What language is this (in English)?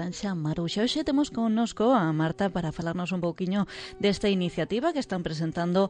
Galician